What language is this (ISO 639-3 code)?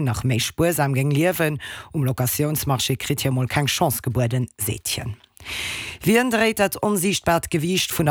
ltz